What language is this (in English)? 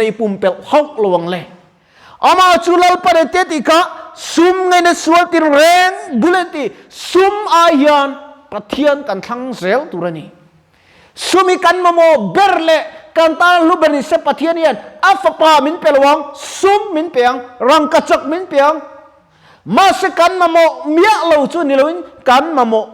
Mizo